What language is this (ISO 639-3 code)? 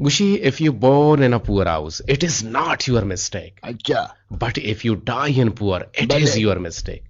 bgp